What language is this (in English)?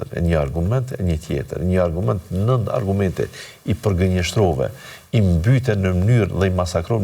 Albanian